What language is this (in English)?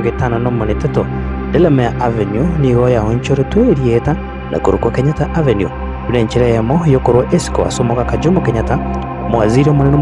Gusii